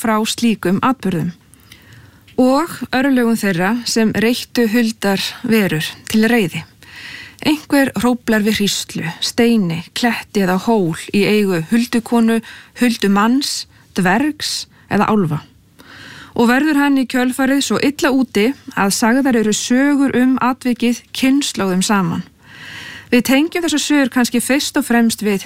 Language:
Icelandic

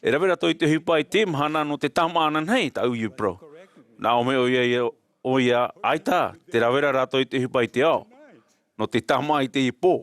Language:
Tahitian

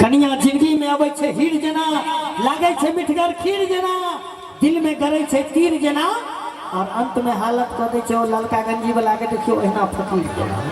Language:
Maithili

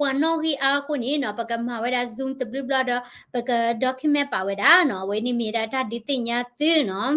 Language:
S'gaw Karen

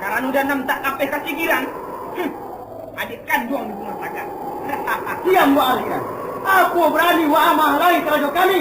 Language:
Minangkabau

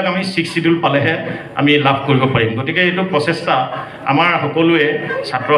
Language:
Assamese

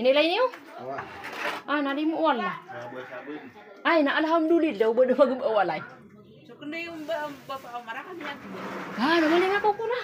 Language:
Maranao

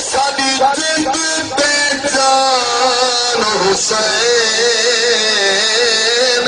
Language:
Saraiki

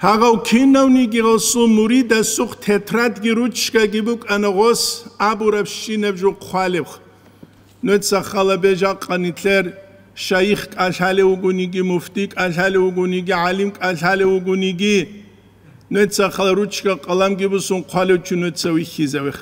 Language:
Avaric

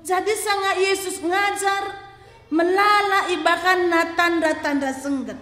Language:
Batak Karo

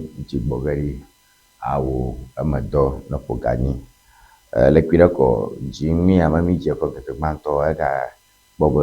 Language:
Ewe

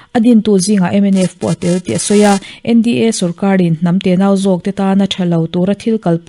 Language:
Mizo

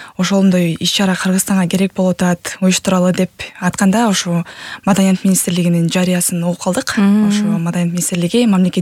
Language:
Kyrgyz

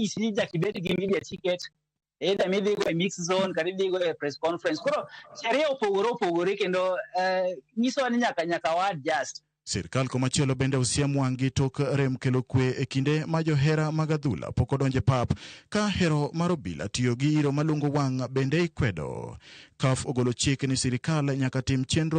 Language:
Luo (Kenya and Tanzania)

